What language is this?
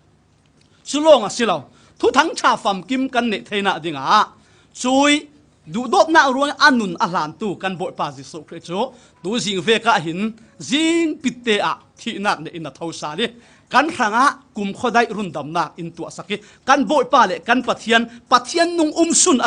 Falam Chin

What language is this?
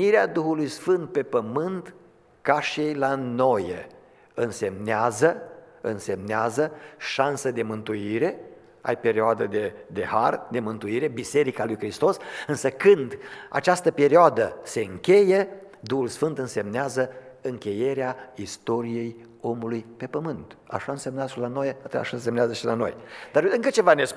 Romanian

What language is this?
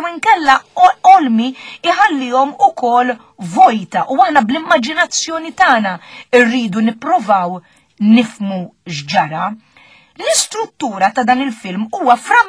Maltese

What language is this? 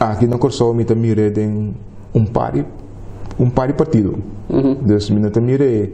Papiamento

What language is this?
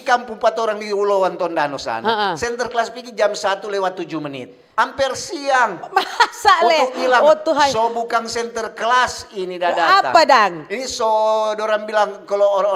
Manado Malay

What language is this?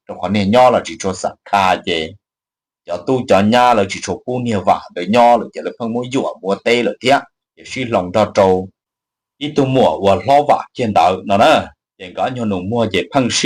Hmong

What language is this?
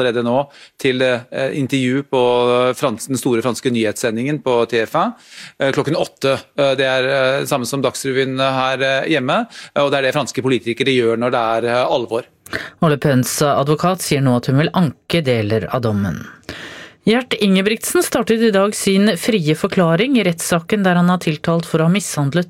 Norwegian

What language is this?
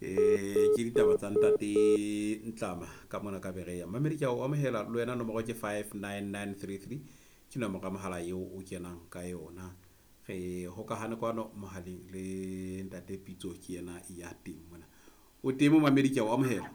Southern Sotho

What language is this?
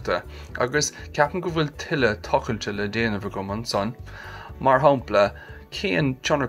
Irish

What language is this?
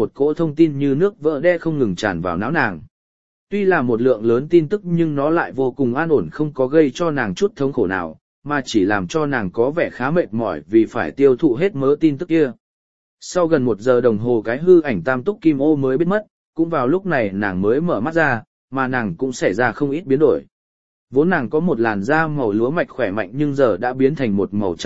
Vietnamese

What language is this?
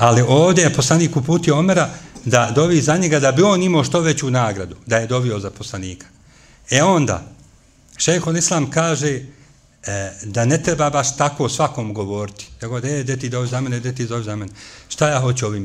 Bosnian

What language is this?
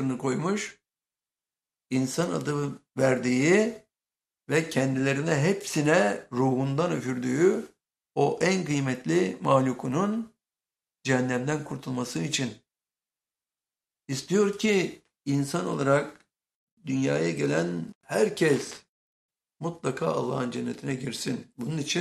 Turkish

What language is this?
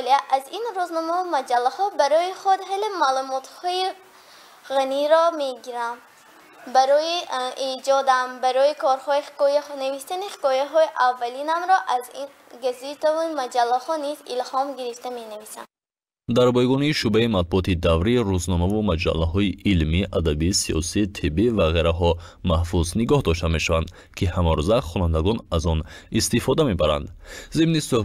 Tajik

